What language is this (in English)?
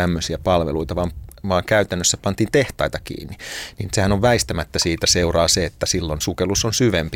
Finnish